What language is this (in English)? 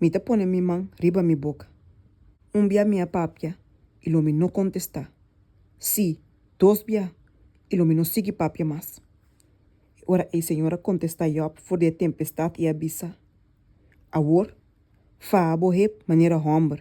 Papiamento